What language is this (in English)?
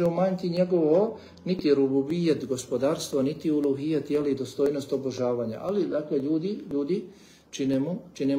Bosnian